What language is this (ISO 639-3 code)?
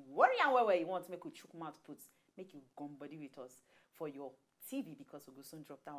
pcm